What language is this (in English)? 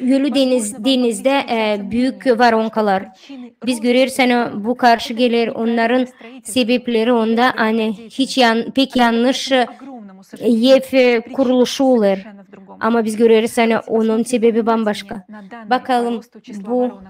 Gagauz